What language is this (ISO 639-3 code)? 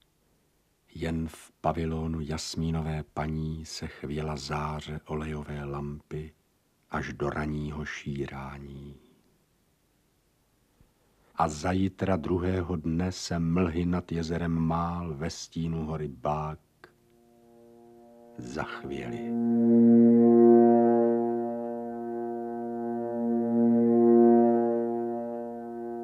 ces